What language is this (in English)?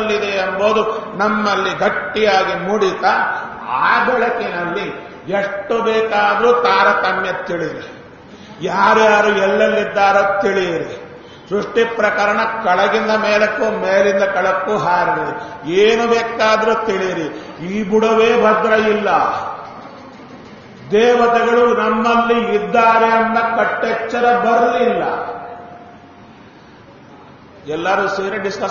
Kannada